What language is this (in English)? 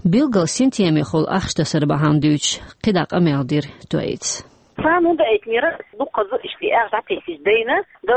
Chechen